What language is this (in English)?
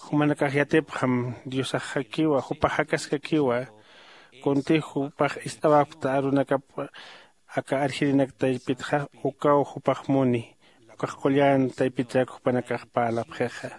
Aymara